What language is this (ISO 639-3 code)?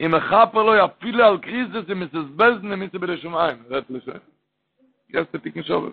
yid